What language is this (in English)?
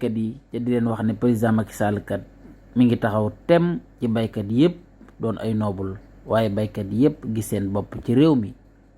Wolof